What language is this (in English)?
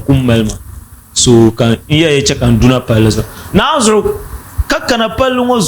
Dagbani